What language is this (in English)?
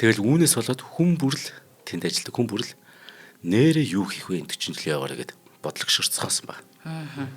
Mongolian